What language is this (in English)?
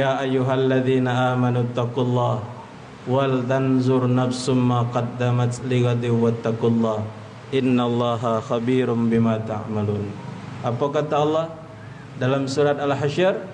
Musi